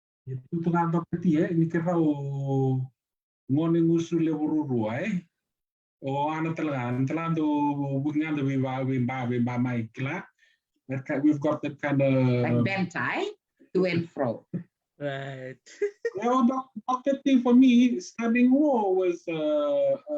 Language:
Fijian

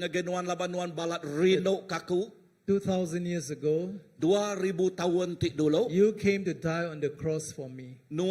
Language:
Iban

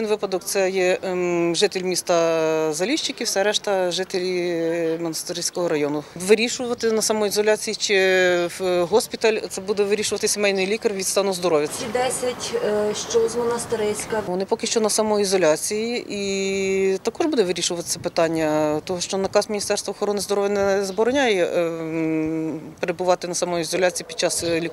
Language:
Ukrainian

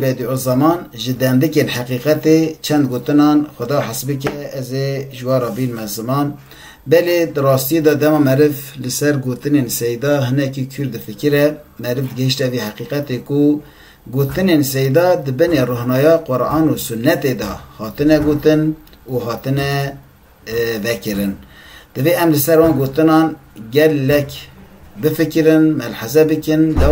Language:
Kurdish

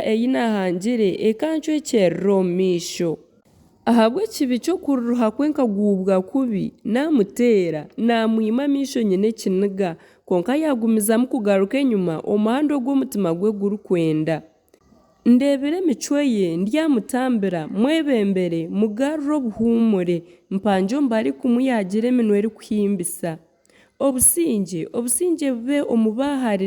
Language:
Nyankole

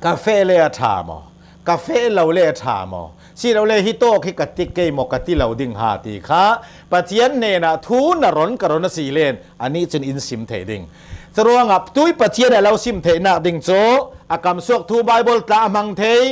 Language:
Hakha Chin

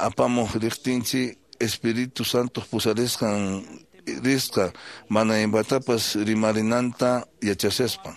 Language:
Quechua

